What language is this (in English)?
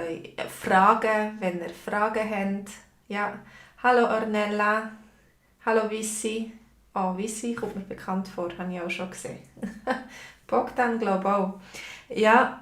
Swiss German